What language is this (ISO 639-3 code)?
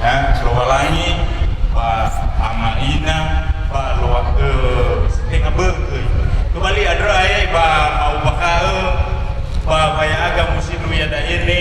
nia